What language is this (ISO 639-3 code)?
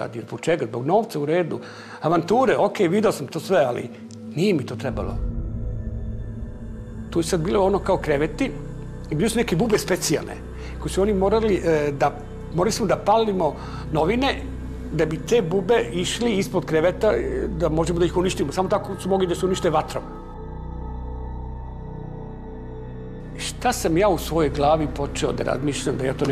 srp